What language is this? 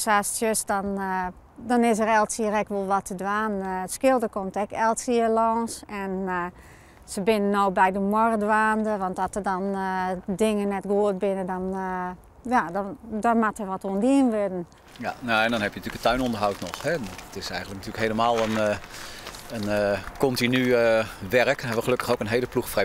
Western Frisian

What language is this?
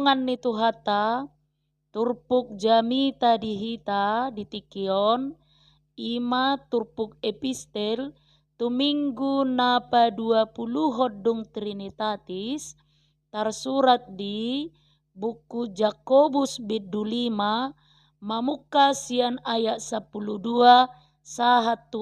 Batak Toba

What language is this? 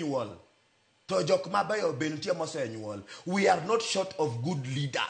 Luo (Kenya and Tanzania)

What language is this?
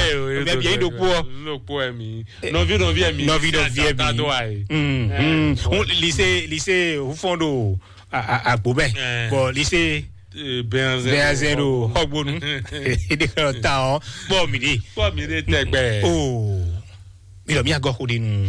Fon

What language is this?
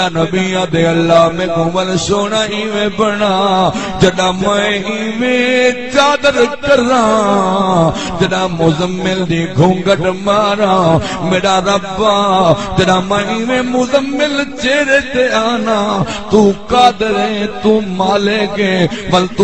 Saraiki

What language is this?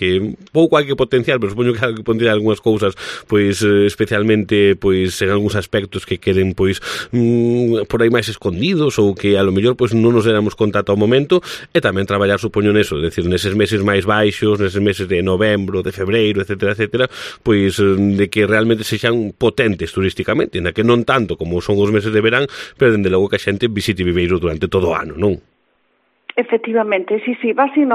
Galician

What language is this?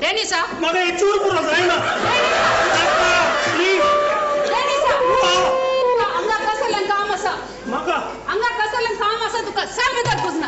Konkani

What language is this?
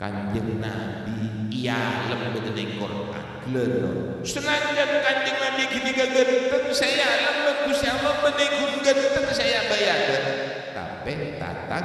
Madurese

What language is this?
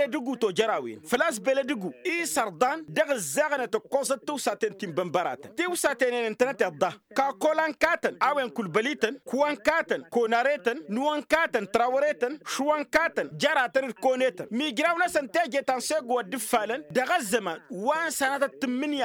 Tamasheq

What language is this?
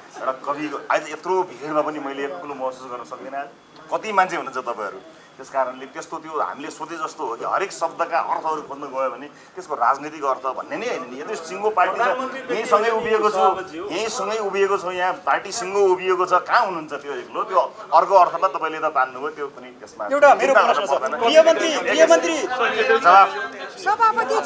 Nepali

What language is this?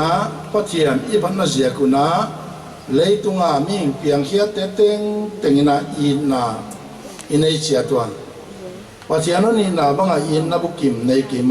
Paite Chin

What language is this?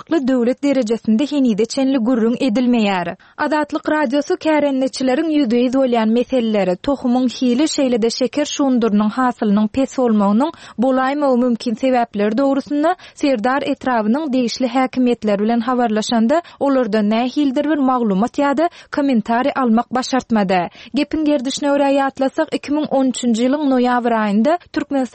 Turkmen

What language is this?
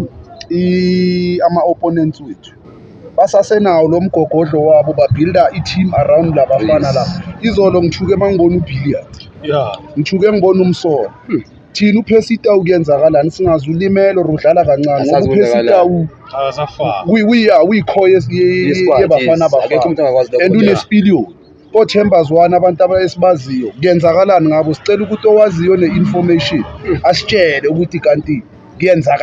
Zulu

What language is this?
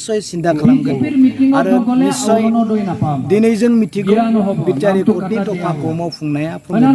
Bodo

